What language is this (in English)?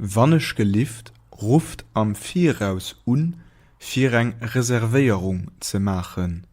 Luxembourgish